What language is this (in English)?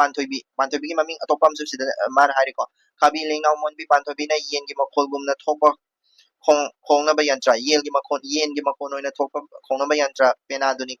Manipuri